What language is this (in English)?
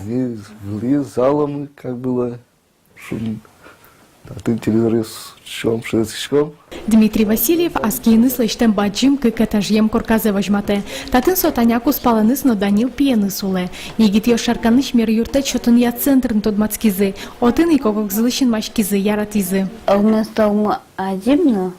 Udmurt